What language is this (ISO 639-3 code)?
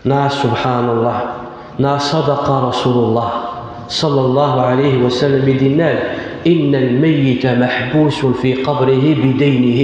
kab